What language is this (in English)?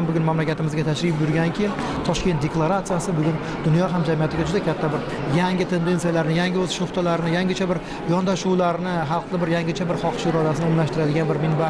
Uzbek